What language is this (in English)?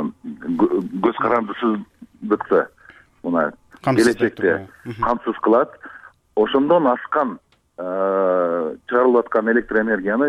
Kyrgyz